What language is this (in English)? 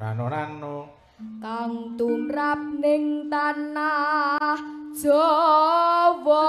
Javanese